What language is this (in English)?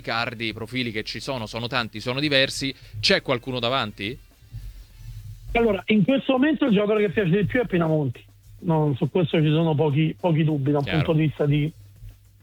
Italian